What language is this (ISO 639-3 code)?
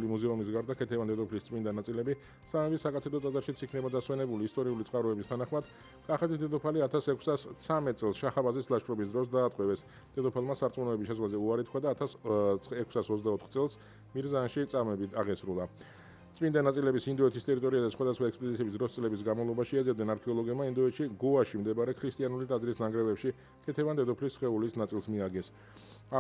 kat